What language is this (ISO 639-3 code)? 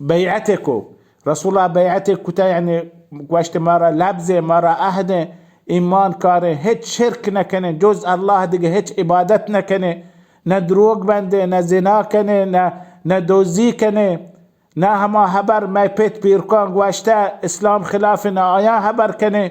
bal